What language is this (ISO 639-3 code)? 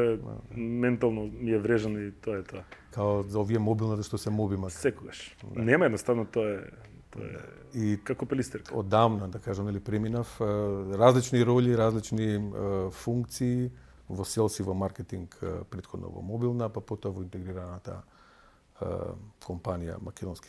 mkd